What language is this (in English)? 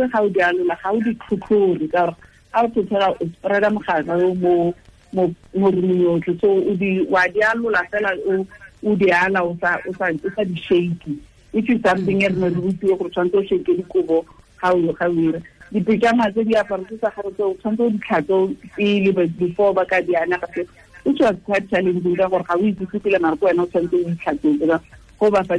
Tswana